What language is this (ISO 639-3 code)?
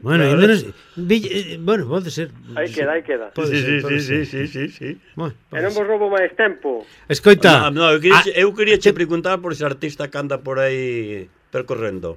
glg